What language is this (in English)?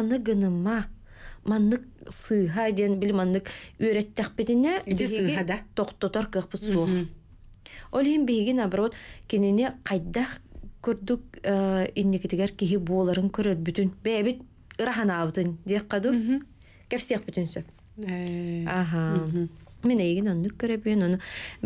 Yakut